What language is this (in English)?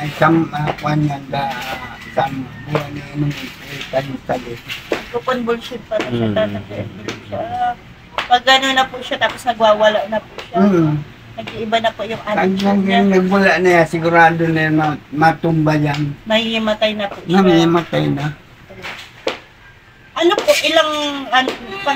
Filipino